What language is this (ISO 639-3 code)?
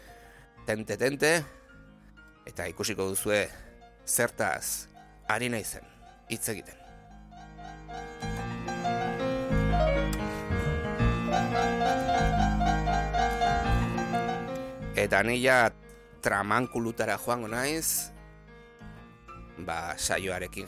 eus